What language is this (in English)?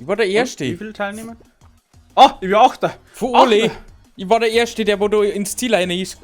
Bavarian